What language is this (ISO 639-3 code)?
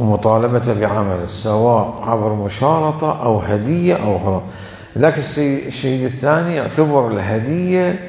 acm